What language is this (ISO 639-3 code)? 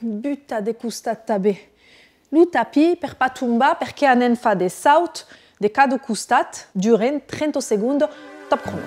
oci